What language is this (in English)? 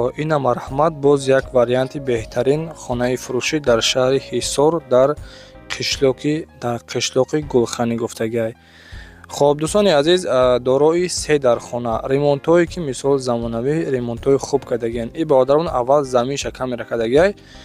Tajik